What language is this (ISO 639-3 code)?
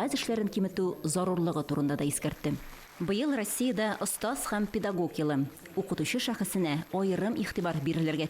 tat